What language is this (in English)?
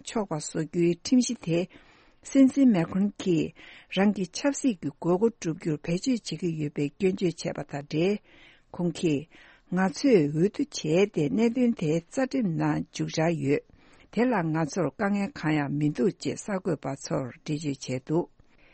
Tibetan